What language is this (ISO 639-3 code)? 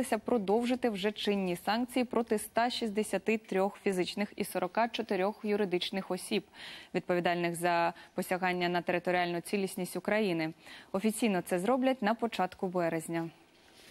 ukr